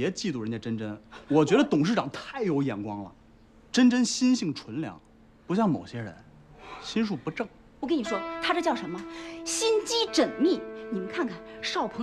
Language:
Chinese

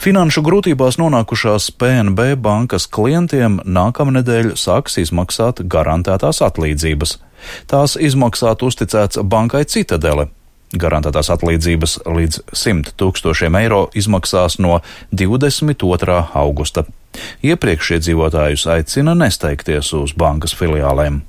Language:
Latvian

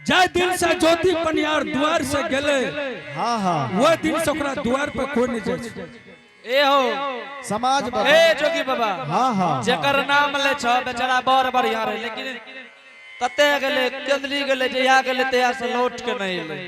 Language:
Angika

